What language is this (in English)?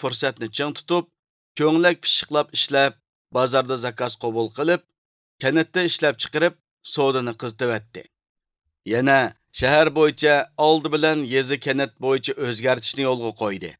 Uyghur